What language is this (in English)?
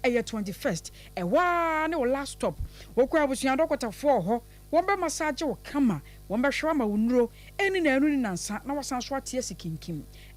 Akan